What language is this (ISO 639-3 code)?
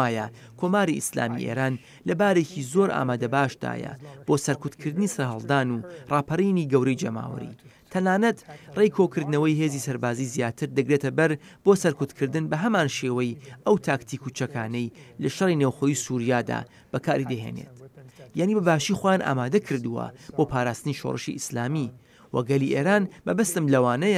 ckb